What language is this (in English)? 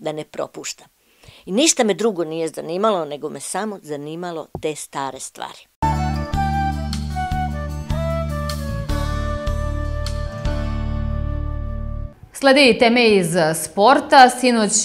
Serbian